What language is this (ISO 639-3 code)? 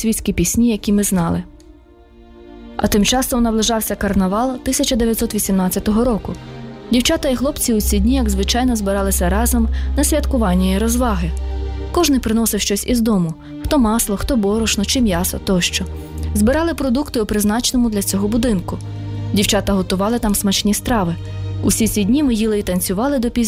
ukr